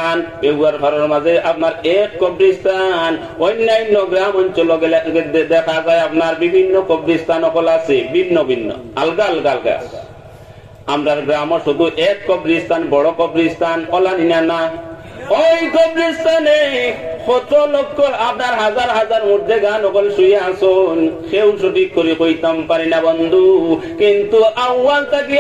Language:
Sylheti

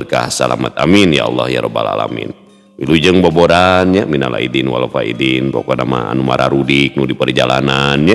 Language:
Sundanese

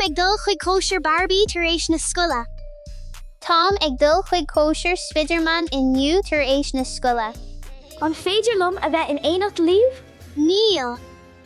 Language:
Irish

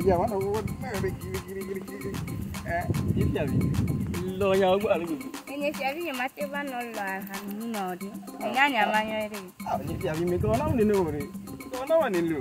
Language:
Ewe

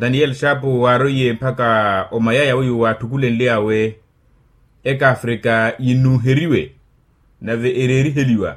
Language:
Makhuwa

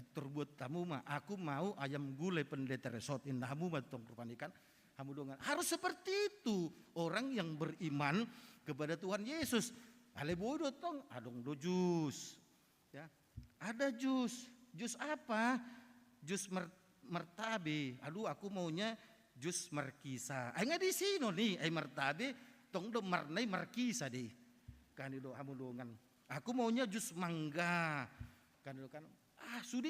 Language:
Batak Toba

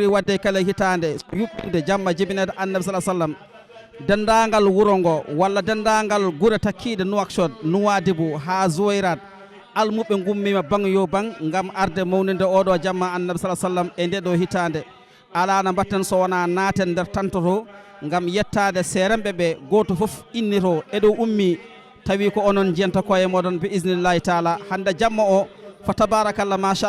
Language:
Fula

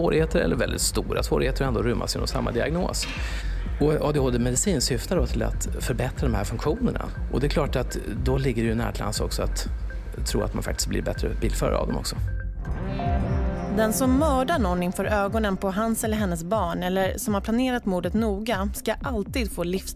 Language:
Swedish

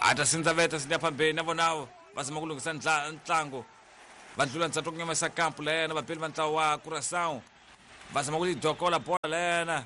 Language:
Tsonga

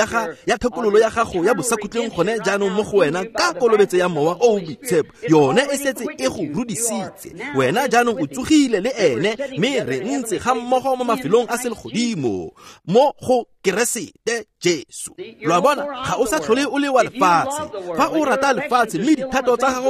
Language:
Tswana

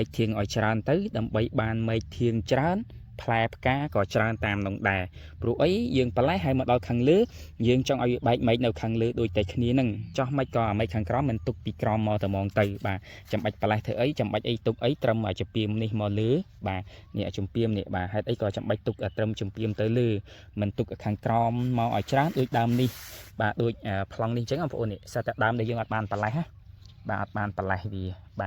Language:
Khmer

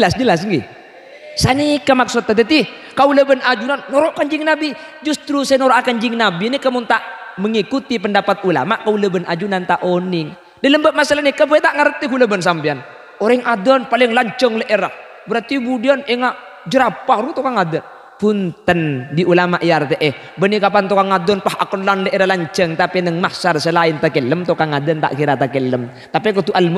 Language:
Madurese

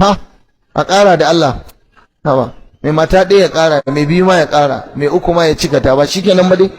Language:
Hausa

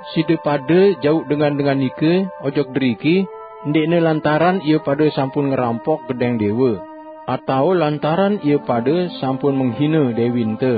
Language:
Sasak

